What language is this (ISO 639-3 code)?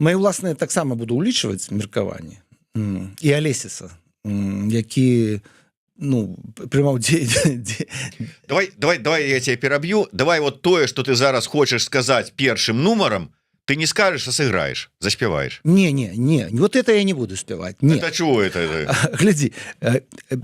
bel